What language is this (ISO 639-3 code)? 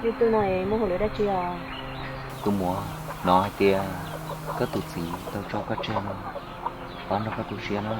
hmn